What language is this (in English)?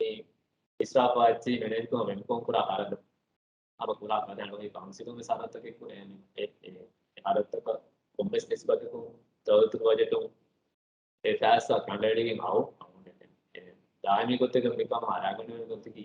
Divehi